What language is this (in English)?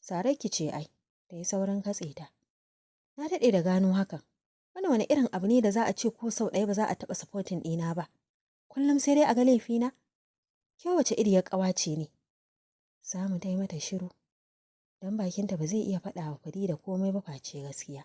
Hausa